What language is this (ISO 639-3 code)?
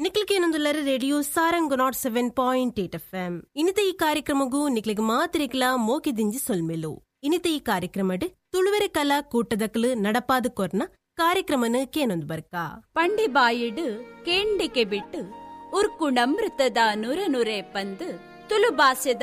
tcy